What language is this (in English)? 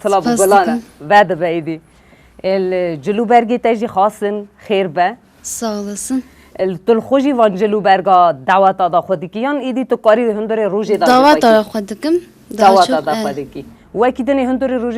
Kurdish